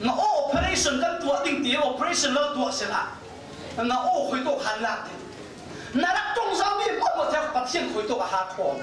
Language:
Falam Chin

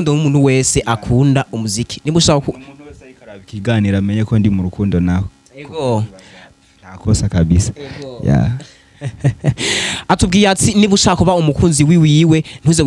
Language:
Rundi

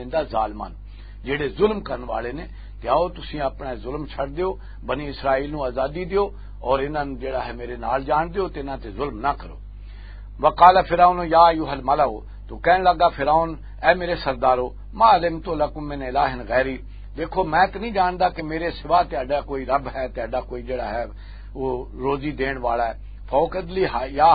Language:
Western Panjabi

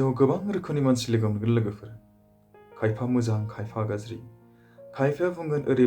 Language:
Bodo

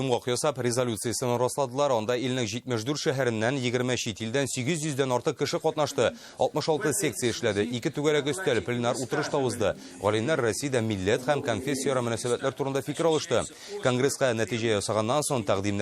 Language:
Tatar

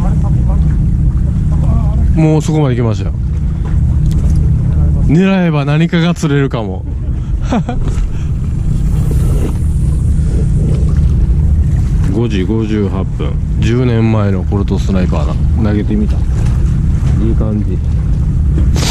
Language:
Japanese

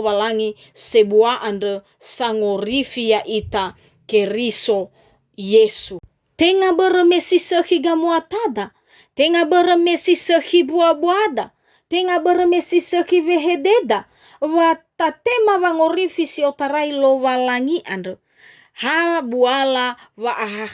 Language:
Nias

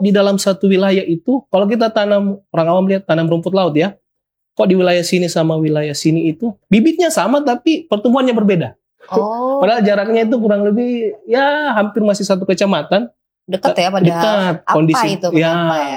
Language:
Indonesian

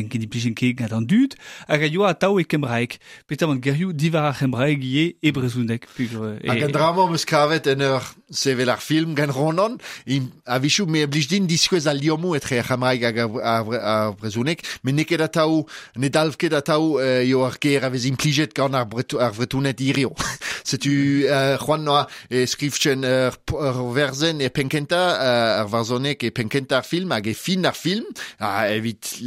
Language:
Breton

